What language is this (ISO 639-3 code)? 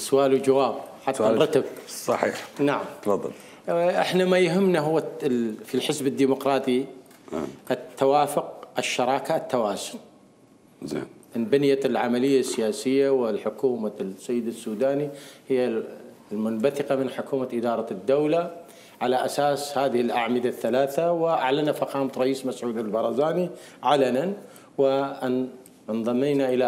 acm